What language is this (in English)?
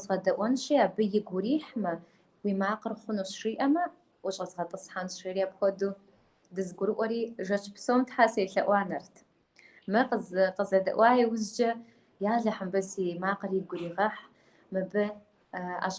Kabardian